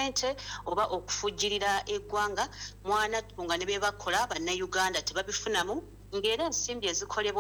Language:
Ganda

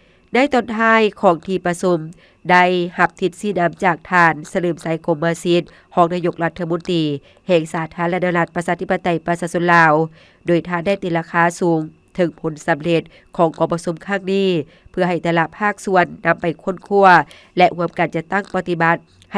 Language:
Lao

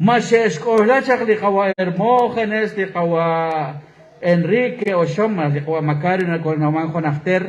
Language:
Kekchí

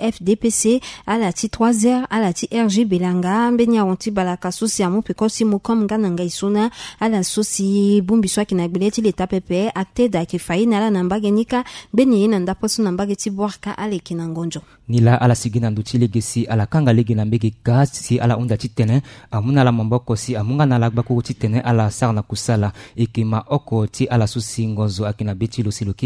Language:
Sango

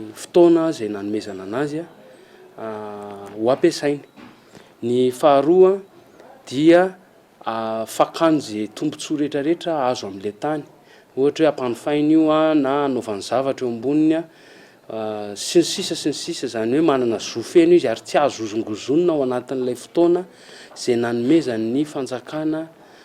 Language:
Malagasy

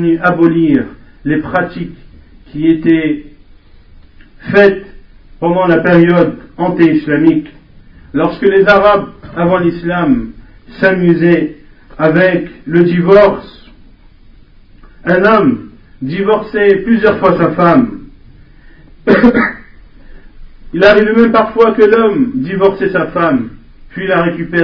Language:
French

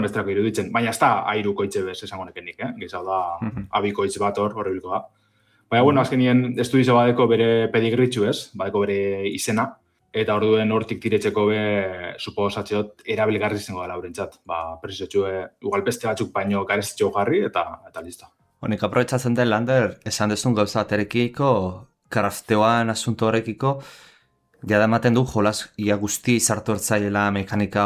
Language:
Basque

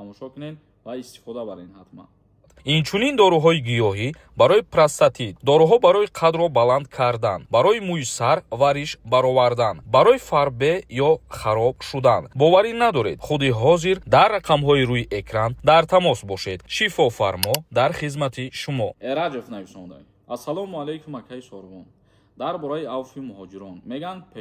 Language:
Tajik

